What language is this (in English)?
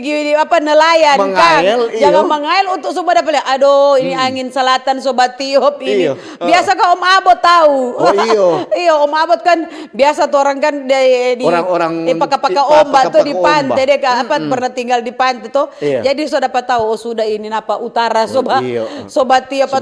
Manado Malay